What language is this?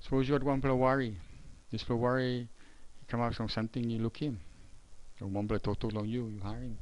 Tok Pisin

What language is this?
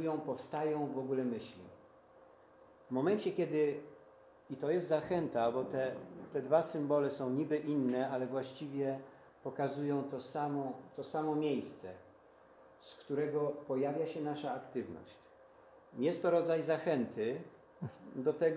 Polish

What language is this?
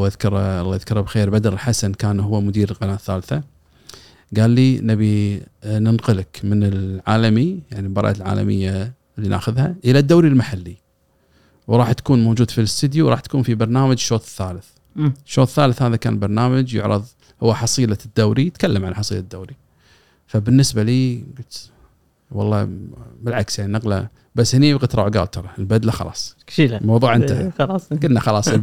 Gulf Arabic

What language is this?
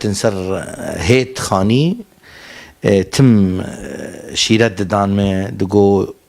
Kurdish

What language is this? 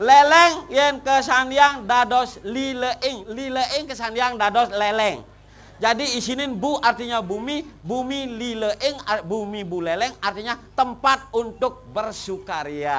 Balinese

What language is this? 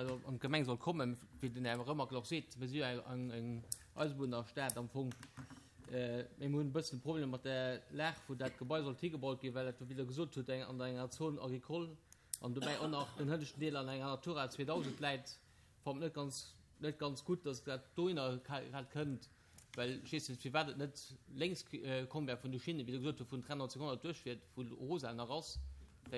Luxembourgish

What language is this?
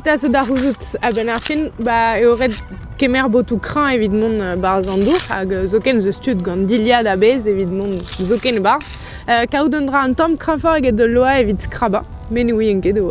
Breton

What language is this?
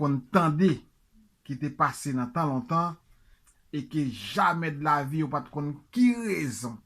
Haitian Creole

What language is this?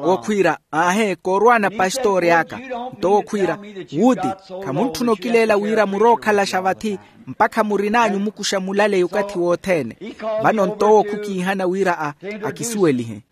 Makhuwa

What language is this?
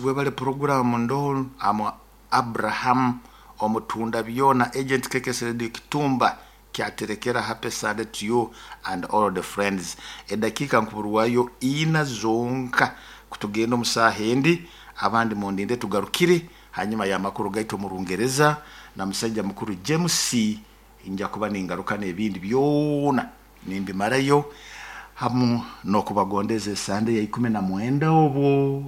Nyoro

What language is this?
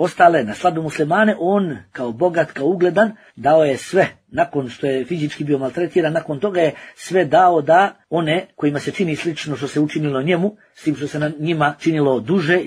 Bosnian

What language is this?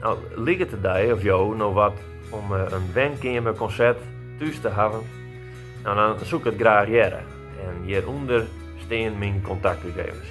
Western Frisian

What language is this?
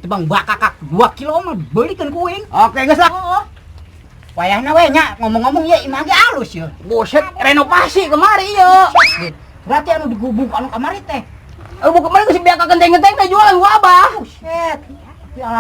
Sundanese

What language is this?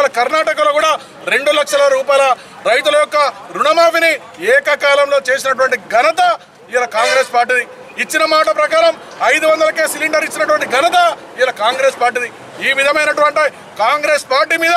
Telugu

